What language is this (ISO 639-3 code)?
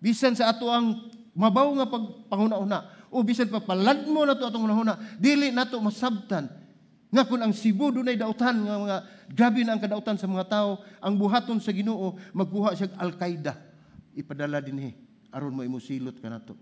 ceb